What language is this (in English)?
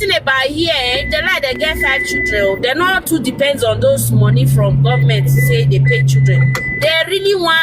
Nigerian Pidgin